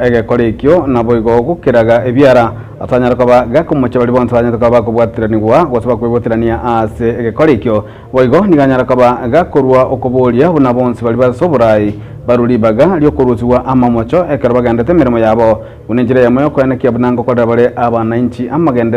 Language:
Gusii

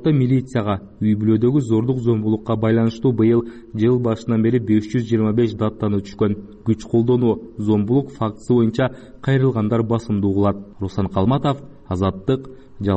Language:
Kyrgyz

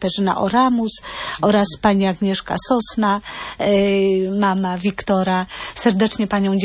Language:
Polish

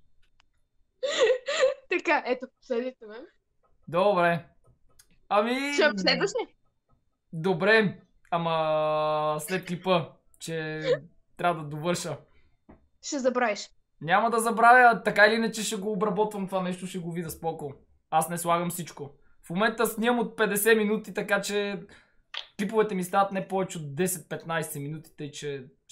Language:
Bulgarian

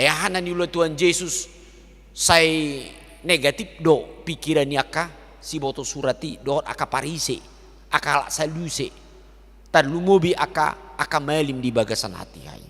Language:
Batak Toba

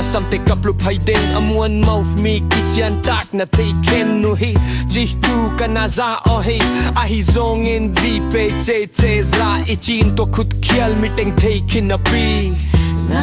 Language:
Tedim Chin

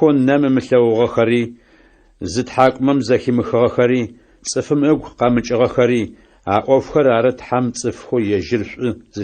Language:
Adyghe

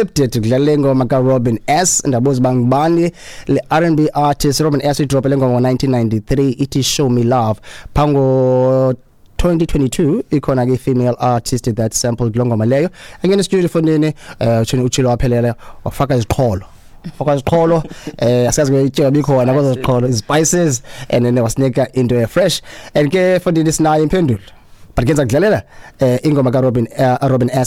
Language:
Xhosa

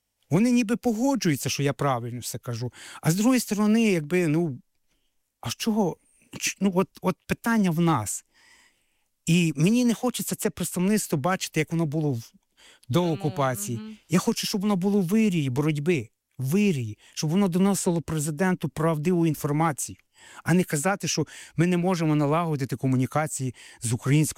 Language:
Ukrainian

